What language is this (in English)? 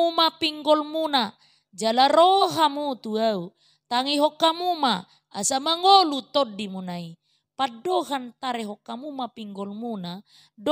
Batak Toba